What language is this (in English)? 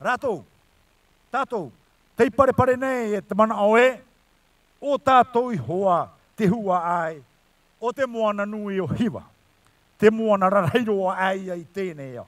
Tahitian